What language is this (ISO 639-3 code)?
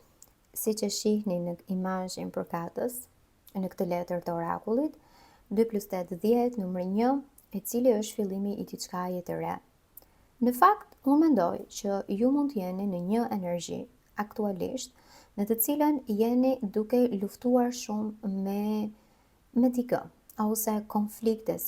sqi